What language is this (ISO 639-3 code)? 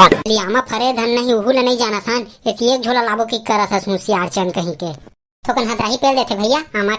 hne